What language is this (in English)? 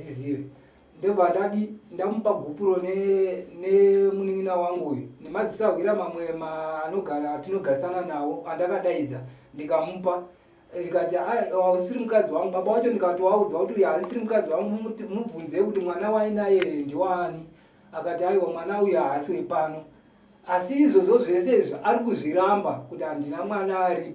Shona